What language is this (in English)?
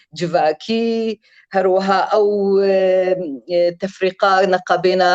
Kurdish